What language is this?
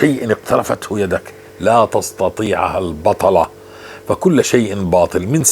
North Levantine Arabic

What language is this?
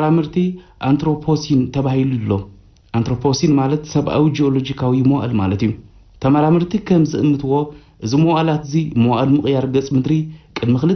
Tigrinya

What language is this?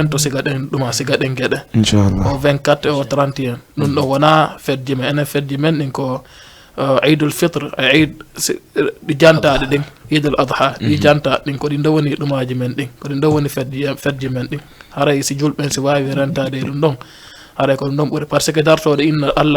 Fula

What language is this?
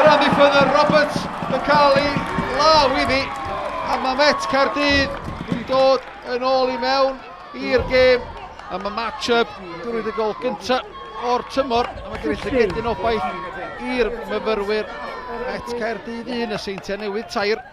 Welsh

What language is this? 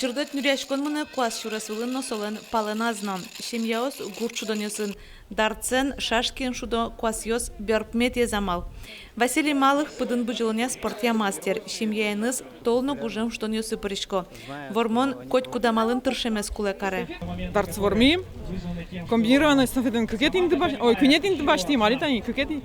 Udmurt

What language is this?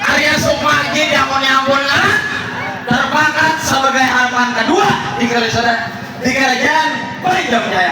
Banjar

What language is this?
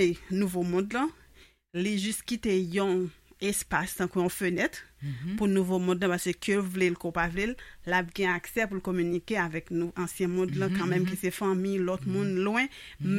Haitian Creole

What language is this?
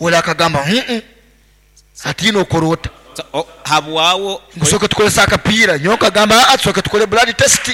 Nyoro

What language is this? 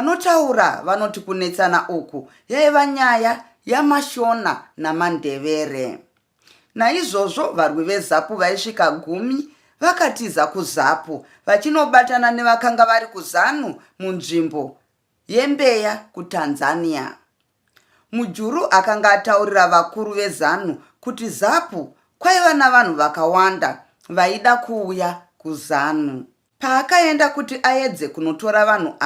Shona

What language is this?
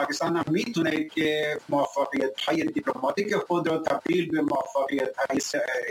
Persian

